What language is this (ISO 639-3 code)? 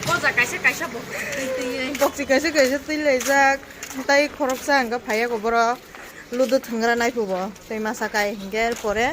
trp